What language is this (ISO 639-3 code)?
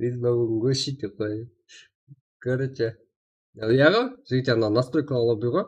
kaa